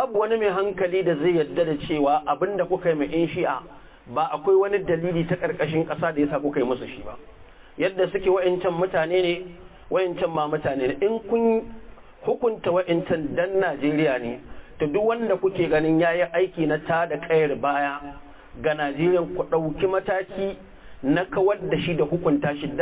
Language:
Hausa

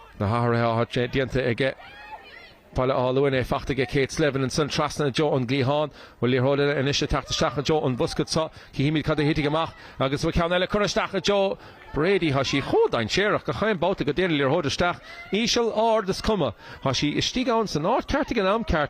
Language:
Irish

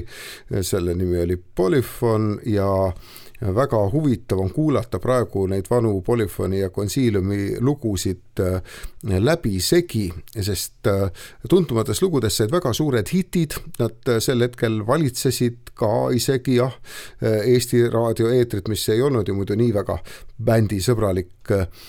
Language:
Estonian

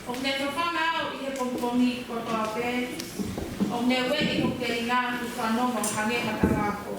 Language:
Tongan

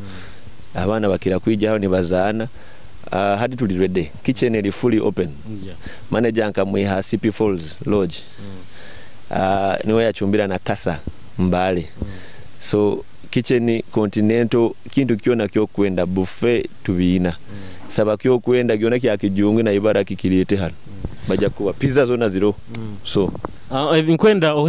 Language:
Nyoro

